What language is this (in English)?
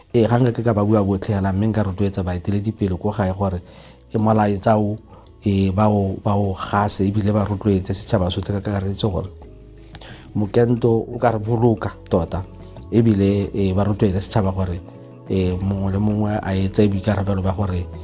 Tswana